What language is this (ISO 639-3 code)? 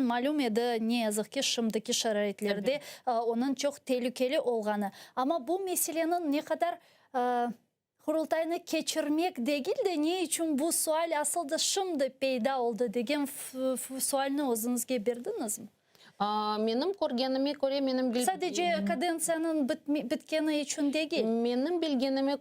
crh